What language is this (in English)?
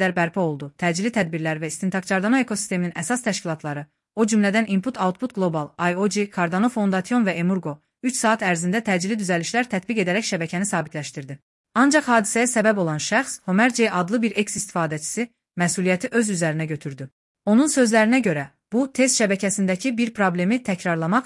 Azerbaijani